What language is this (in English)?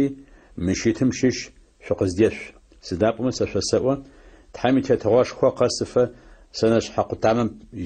Adyghe